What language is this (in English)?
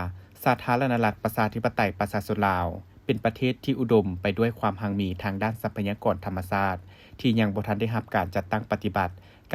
Lao